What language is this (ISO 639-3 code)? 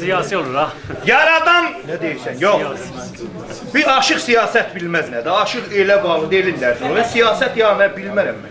azb